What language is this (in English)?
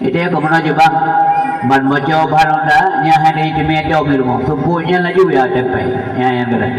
Achinese